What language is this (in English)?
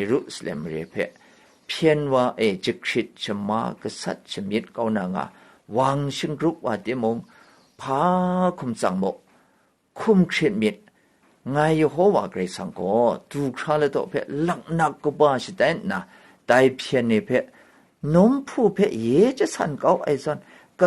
Kachin